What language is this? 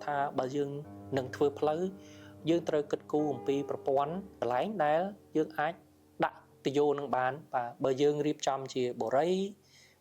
Khmer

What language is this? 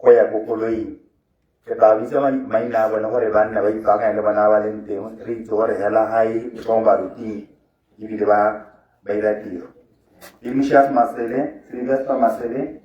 Tswana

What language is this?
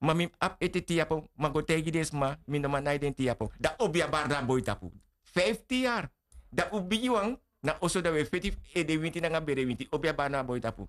Sranan Tongo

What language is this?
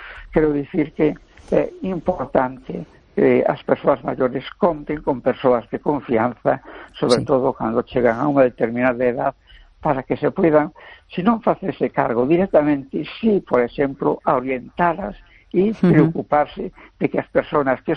Galician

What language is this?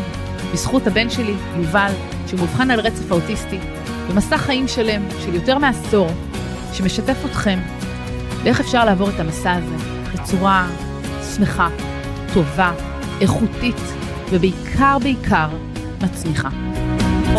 Hebrew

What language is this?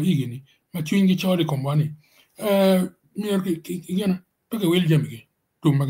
Acoli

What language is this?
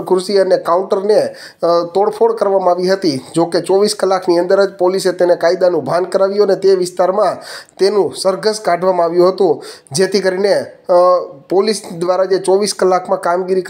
Gujarati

